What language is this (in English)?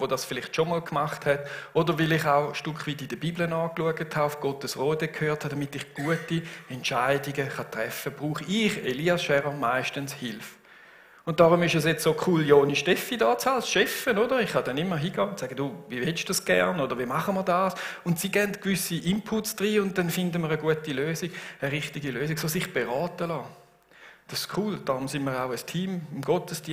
Swiss German